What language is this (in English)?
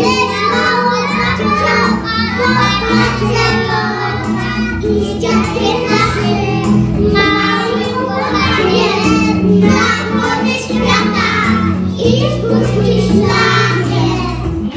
Polish